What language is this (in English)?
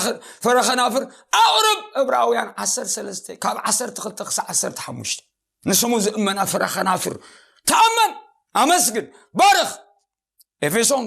Tigrinya